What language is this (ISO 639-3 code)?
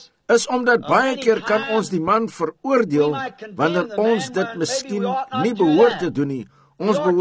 afr